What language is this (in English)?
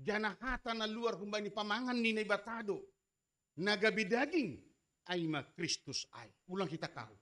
Batak Simalungun